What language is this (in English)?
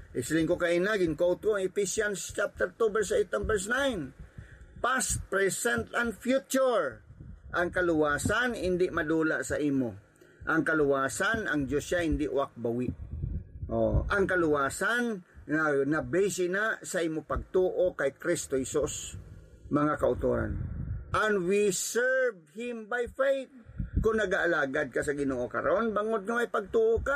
Hiligaynon